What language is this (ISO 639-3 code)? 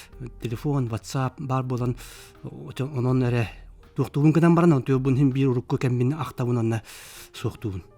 sah